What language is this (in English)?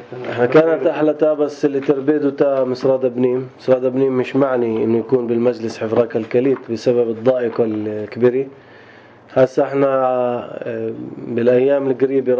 North Levantine Arabic